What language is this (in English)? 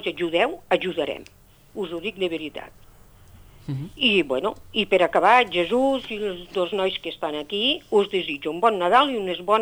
Catalan